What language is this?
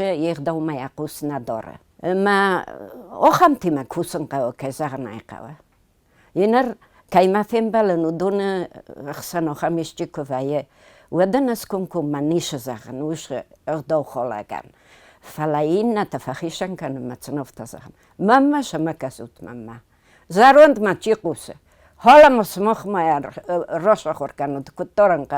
Ossetic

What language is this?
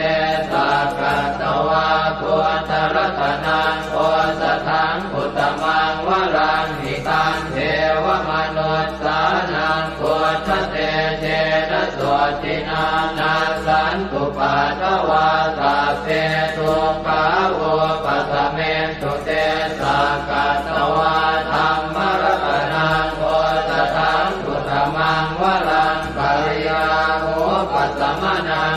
Pali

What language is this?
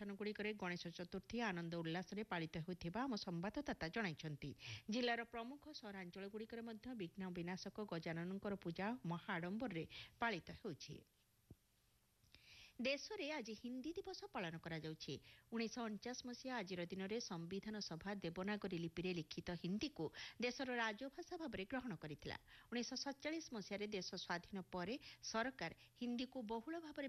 Odia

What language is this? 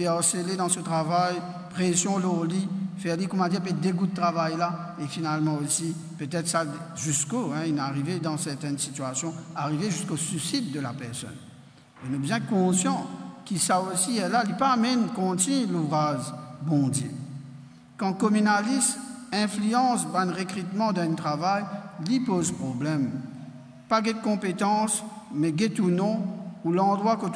Morisyen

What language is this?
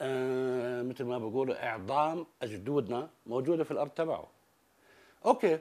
North Levantine Arabic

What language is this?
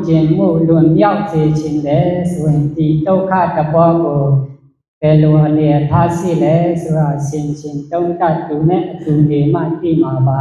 Shan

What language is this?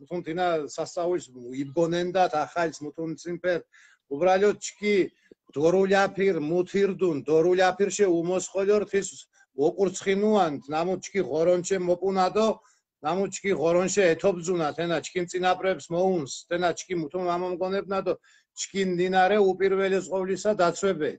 Mingrelian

